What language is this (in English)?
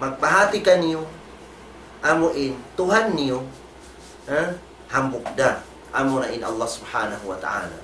Tausug